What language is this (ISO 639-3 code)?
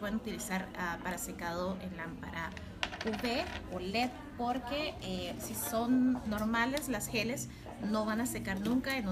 spa